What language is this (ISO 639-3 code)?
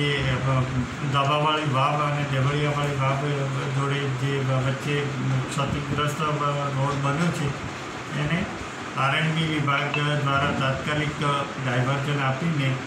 guj